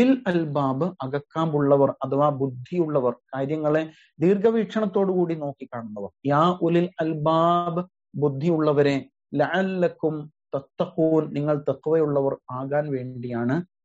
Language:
Malayalam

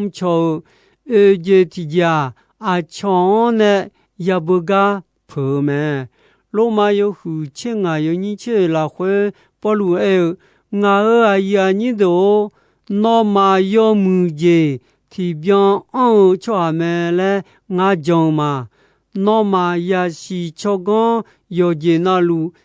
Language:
Akha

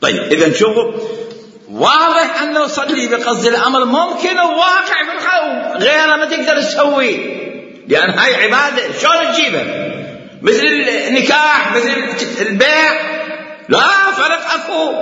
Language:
Mesopotamian Arabic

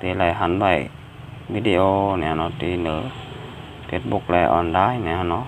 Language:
Shan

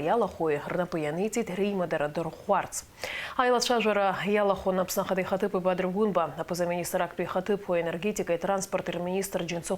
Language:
Abkhazian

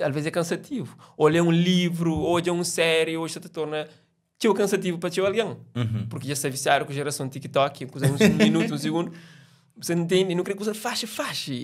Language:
Kabuverdianu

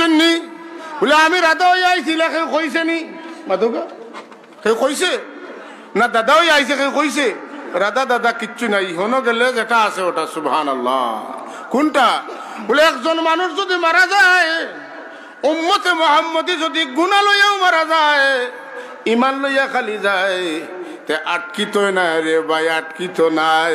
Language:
Sylheti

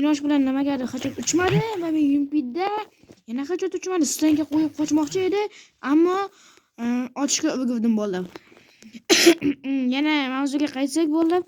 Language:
Uzbek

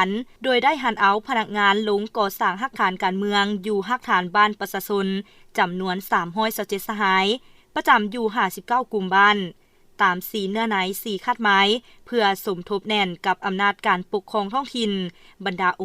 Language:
Lao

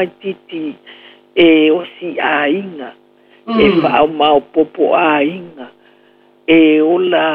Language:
Samoan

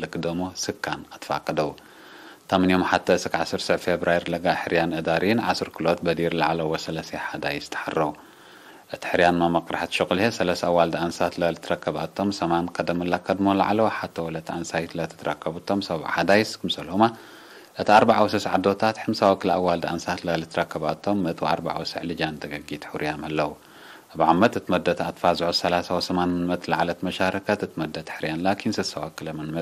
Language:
Tigre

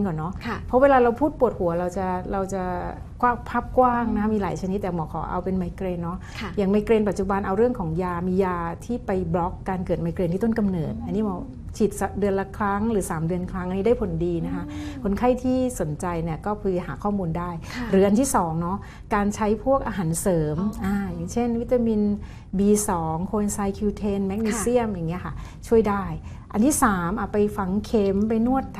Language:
Thai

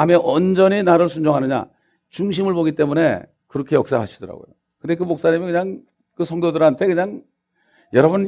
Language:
Korean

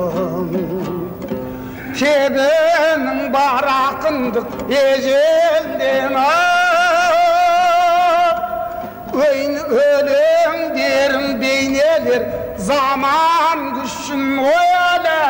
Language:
Kazakh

